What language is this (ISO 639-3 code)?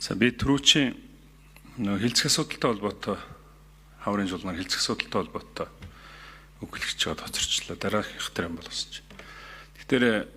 mon